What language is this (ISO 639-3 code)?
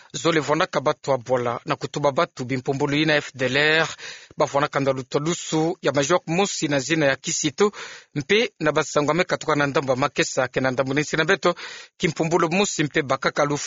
ktu